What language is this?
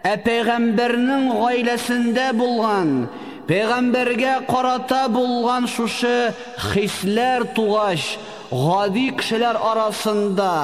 Tatar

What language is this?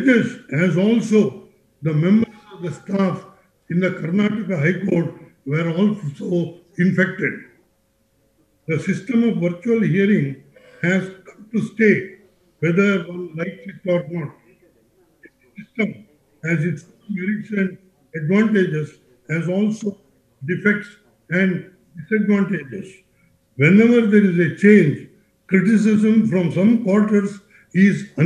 English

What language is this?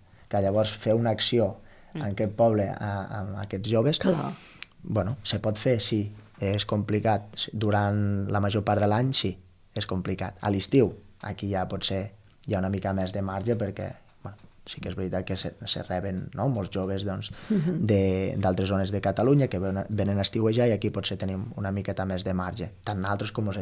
Catalan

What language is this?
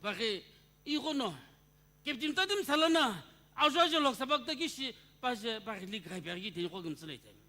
Sumi Naga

